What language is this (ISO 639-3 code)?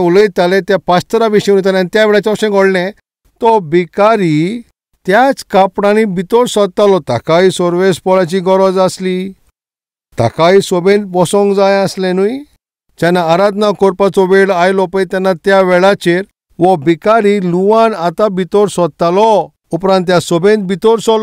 kok